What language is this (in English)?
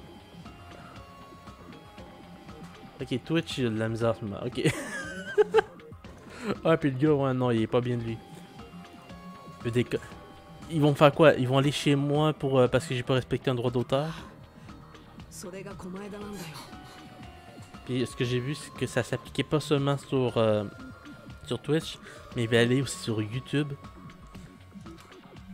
French